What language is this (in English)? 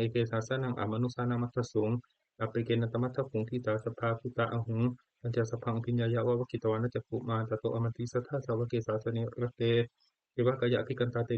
Pali